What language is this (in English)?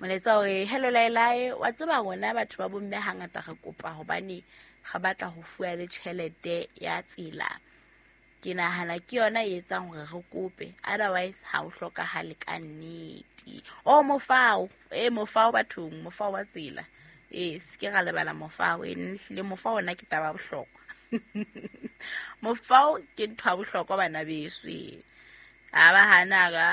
Southern Sotho